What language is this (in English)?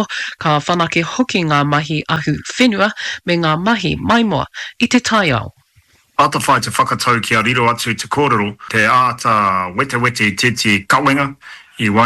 Māori